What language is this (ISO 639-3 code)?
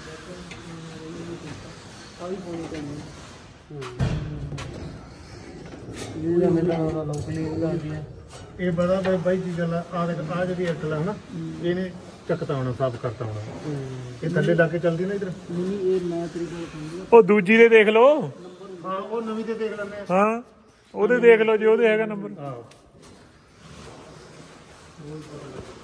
pan